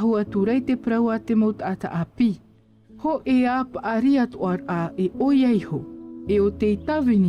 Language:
Tahitian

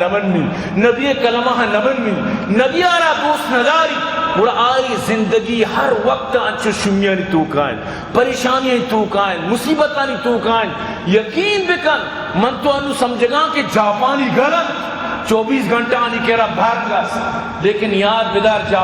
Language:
Eastern Balochi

